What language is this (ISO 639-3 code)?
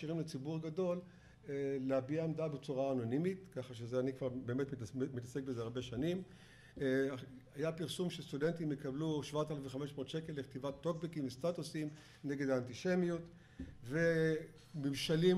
heb